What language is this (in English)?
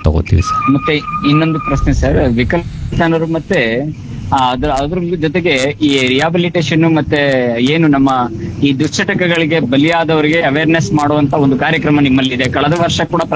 Kannada